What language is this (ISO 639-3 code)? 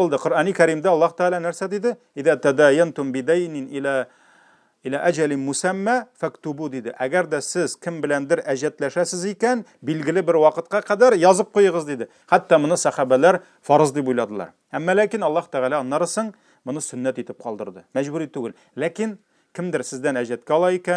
tat